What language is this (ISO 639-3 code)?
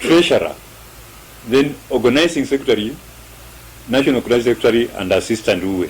luy